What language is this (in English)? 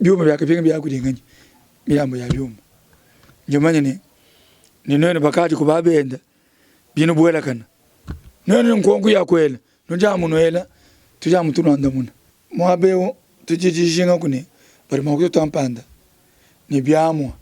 Luba-Lulua